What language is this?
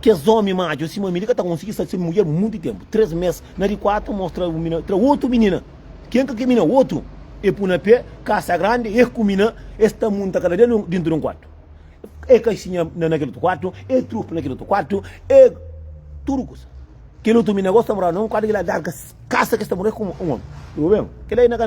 Kabuverdianu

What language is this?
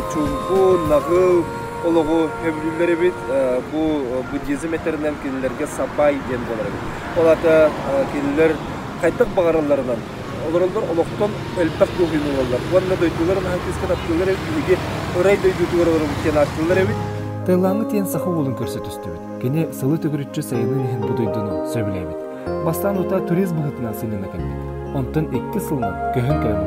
Yakut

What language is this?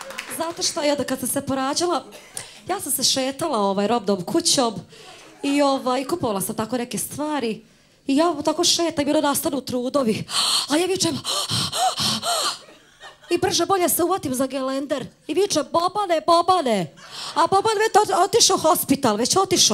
Serbian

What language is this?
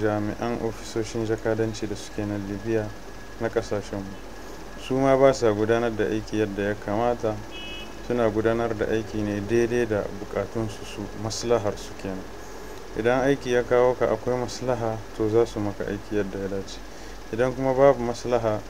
Hausa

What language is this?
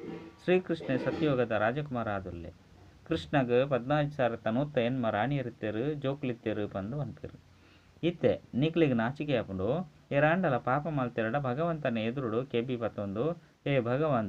Tulu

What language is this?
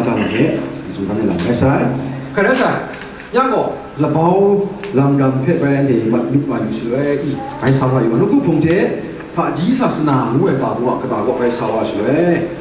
Kachin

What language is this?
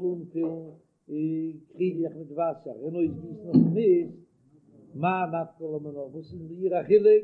Yiddish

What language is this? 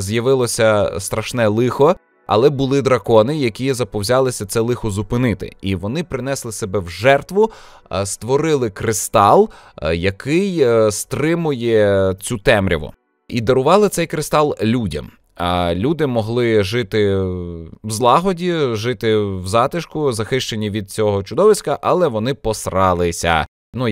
Ukrainian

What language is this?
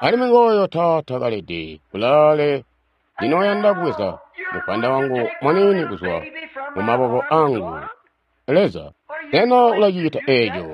Tonga (Zambia)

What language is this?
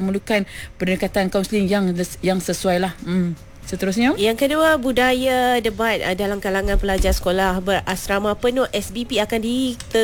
Malay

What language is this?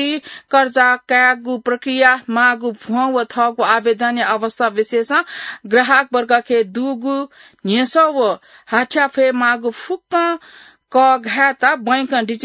Newari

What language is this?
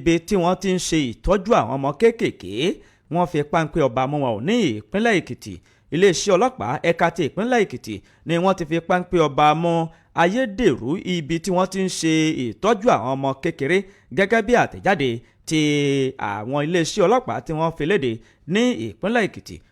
Yoruba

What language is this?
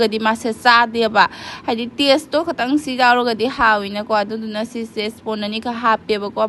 Manipuri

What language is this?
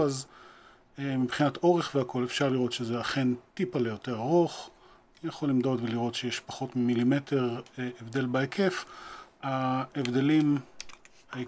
Hebrew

